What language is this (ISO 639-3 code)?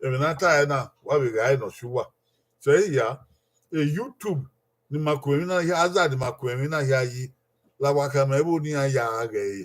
bin